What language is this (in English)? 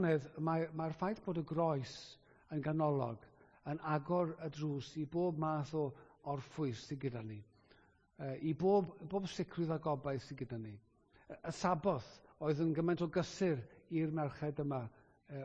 Welsh